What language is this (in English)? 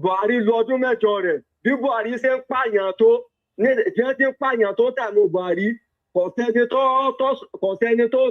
Yoruba